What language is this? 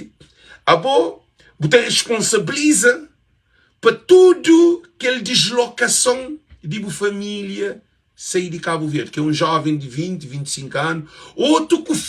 Kabuverdianu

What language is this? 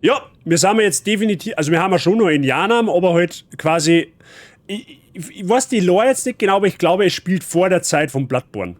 Bavarian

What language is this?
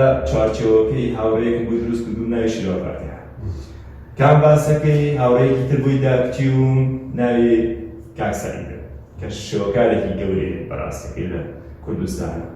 Central Kurdish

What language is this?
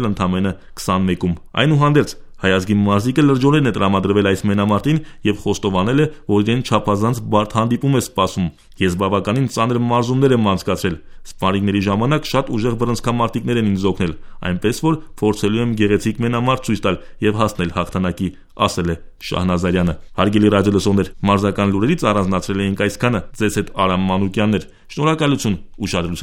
Armenian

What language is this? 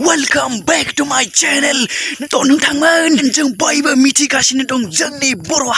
Bodo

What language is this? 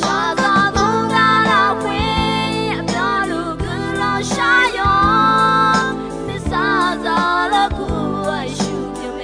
Akha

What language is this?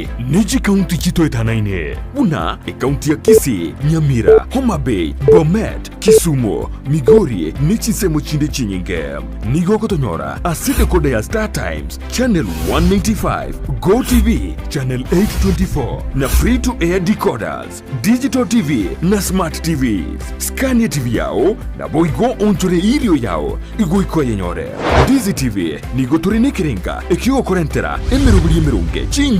Gusii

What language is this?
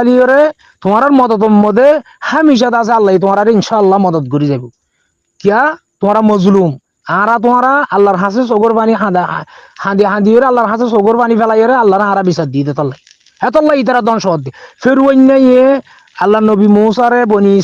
Rohingya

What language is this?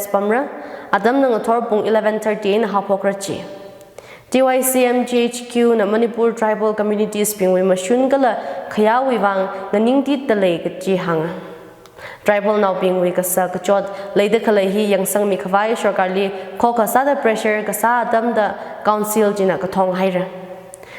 Tangkhul Naga (India)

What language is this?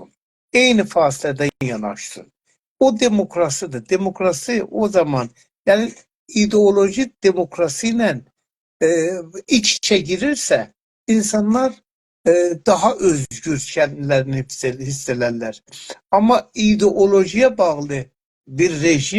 South Azerbaijani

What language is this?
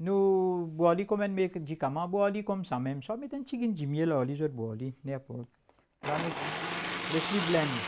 Morisyen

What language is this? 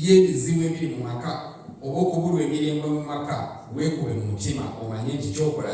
Ganda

